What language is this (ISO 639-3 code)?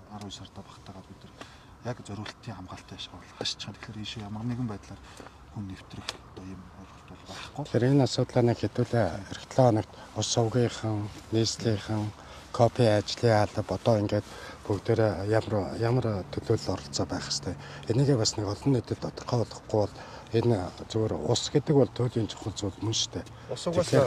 mon